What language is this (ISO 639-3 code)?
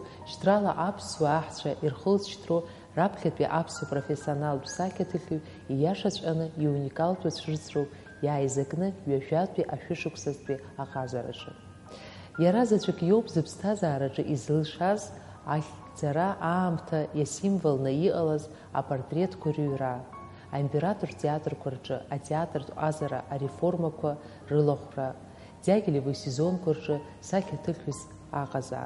abk